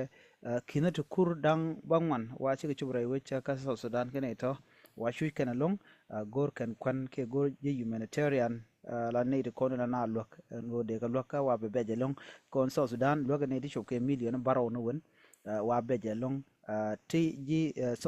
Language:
Nuer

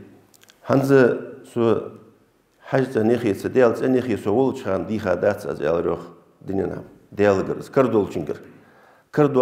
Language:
Ingush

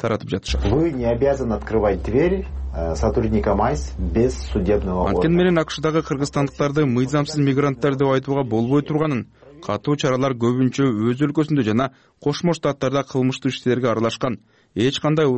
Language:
Kyrgyz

